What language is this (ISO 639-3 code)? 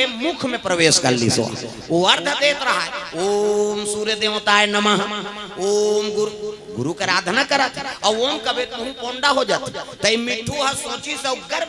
hne